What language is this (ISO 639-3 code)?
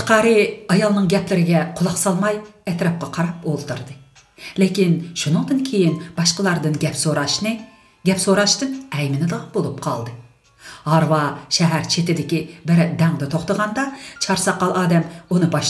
uig